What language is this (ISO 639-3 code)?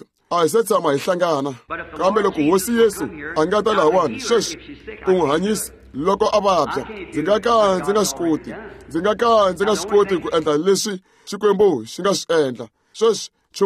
tso